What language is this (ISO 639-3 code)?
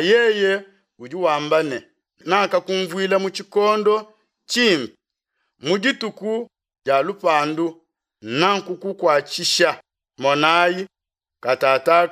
lua